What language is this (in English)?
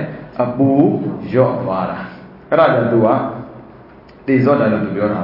Burmese